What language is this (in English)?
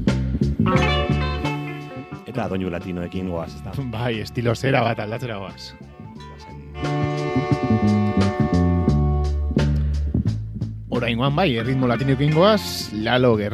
Basque